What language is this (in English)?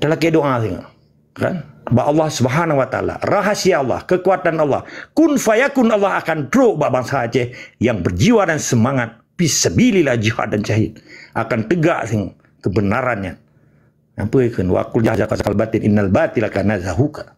Achinese